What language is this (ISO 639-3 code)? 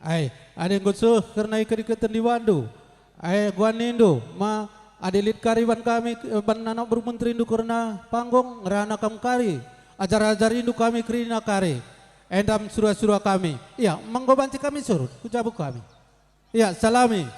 btx